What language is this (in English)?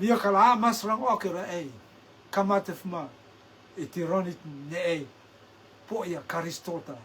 Rotuman